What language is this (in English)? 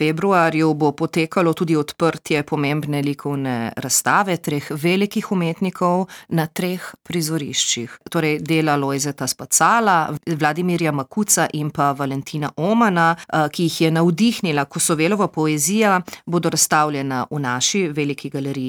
Slovenian